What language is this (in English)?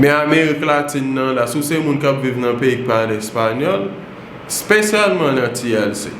Haitian Creole